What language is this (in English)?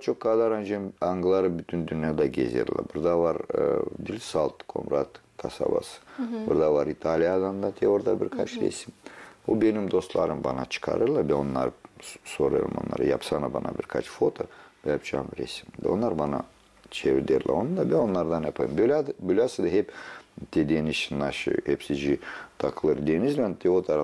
Gagauz